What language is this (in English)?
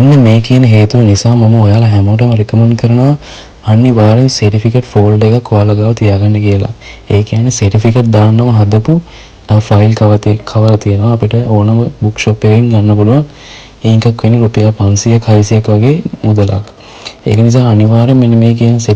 Sinhala